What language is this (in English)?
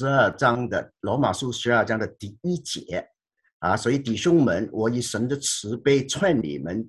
Chinese